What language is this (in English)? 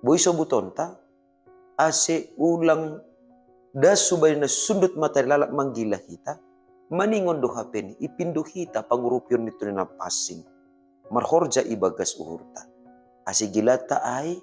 Batak Simalungun